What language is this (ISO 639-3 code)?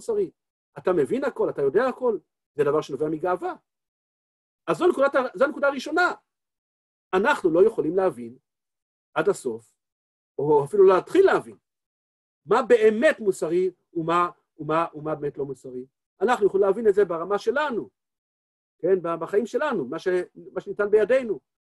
heb